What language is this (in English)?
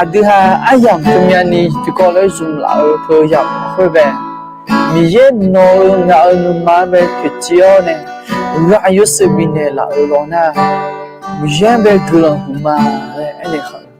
Akha